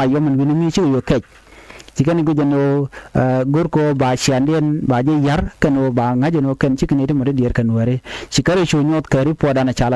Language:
Nuer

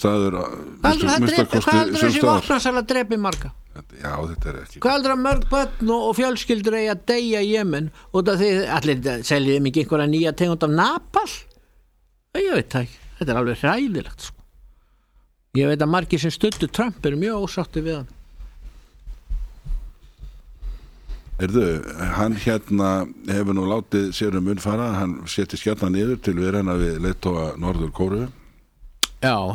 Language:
Icelandic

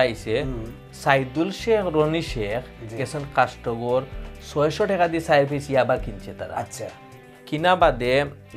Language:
Sylheti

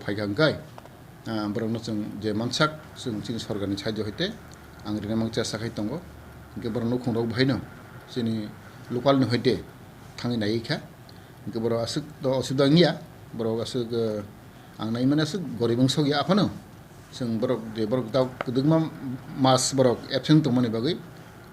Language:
Kok Borok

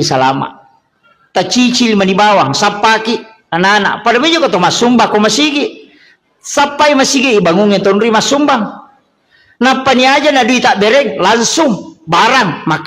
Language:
Buginese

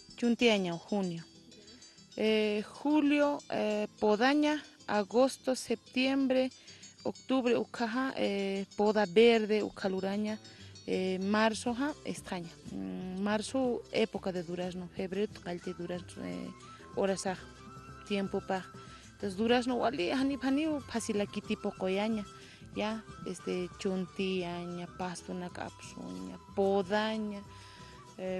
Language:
Aymara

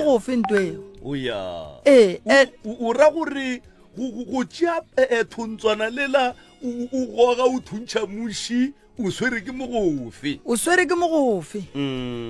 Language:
Northern Sotho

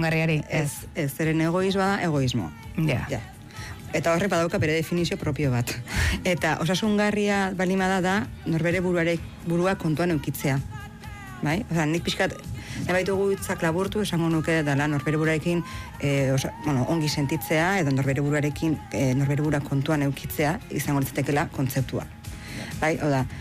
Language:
Basque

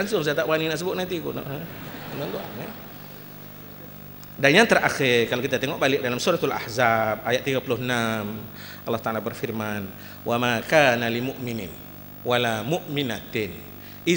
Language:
Malay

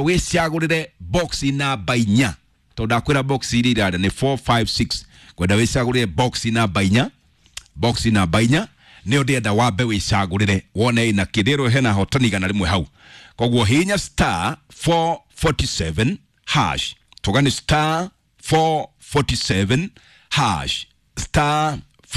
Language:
Kikuyu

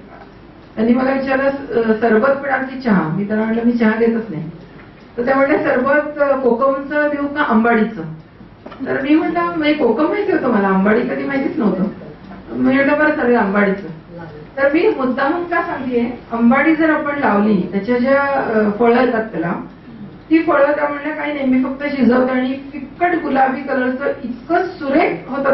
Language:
Marathi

